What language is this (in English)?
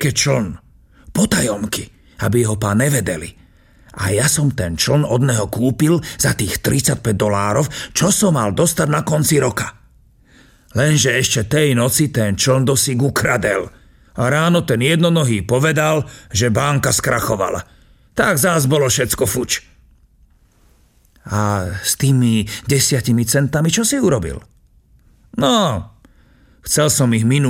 Slovak